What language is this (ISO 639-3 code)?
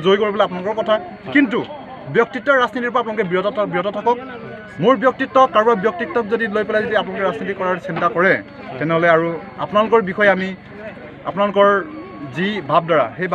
asm